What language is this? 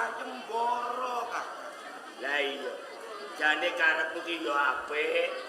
Javanese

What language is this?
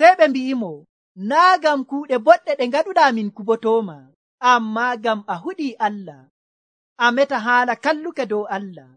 Nigerian Fulfulde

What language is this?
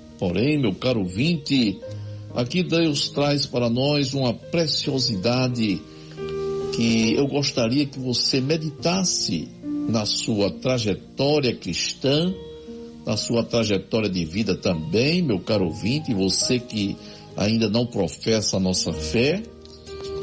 Portuguese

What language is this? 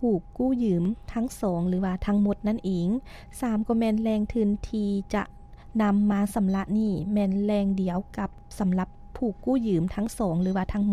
Lao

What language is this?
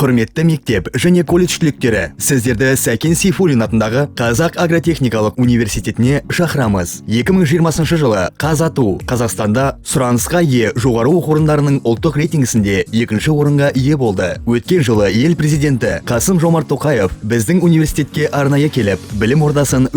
Kazakh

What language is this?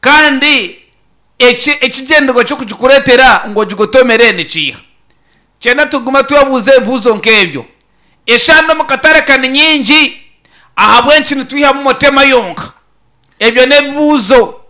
Nyankole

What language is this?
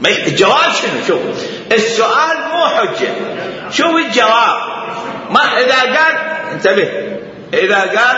Mesopotamian Arabic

